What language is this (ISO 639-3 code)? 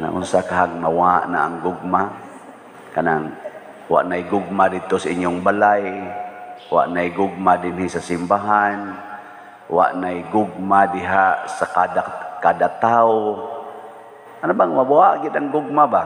ceb